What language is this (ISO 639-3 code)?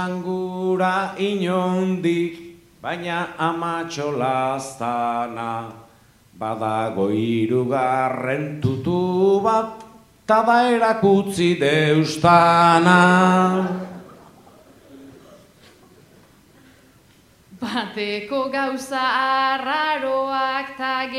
eus